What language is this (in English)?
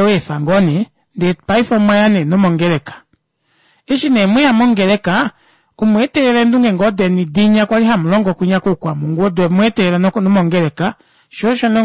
Kuanyama